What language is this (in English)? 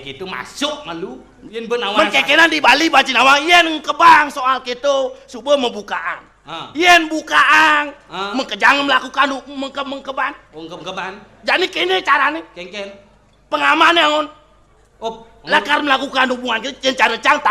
Balinese